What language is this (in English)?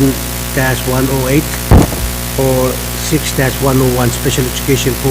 Pohnpeian